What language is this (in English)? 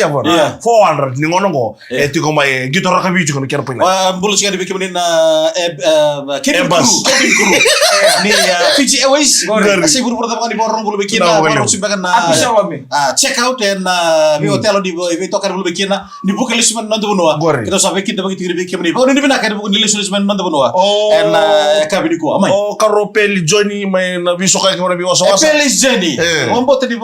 Fijian